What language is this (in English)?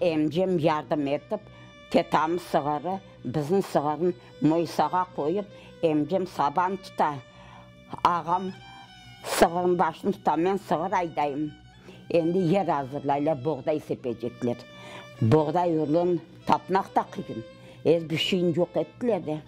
Crimean Tatar